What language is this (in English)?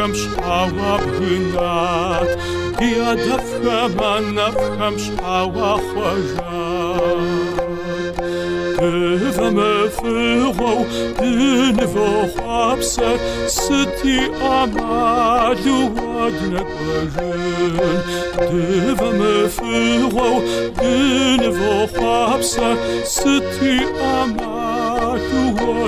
Kabardian